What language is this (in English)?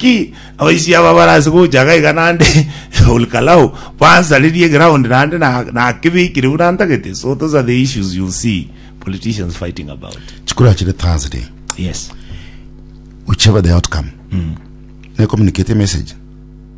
Gusii